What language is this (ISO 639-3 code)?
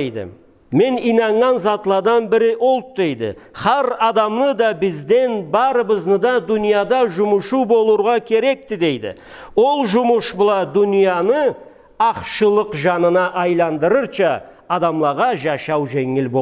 krc